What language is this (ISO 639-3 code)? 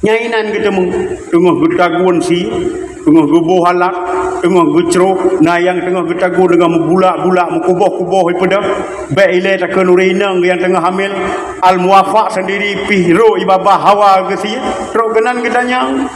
ace